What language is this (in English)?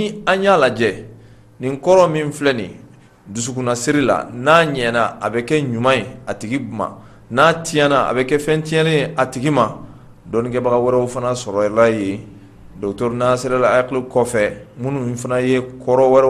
Bambara